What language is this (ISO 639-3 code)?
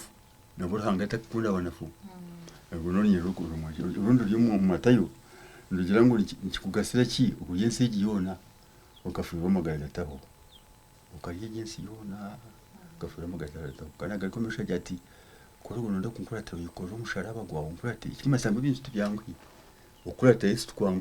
nyn